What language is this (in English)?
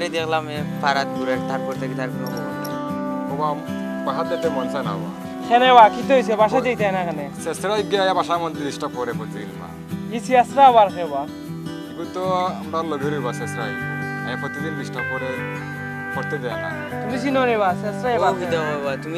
Sylheti